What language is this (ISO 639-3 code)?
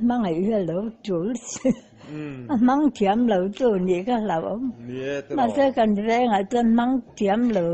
lus